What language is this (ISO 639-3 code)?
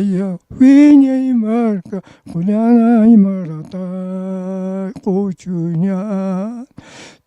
aym